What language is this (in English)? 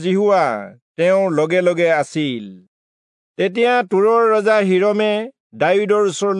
Assamese